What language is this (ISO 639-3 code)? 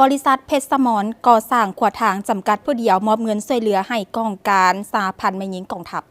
lao